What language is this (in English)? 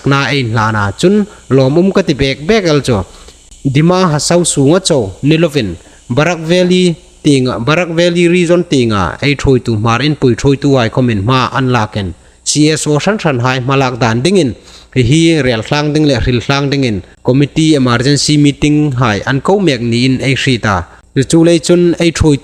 Hmar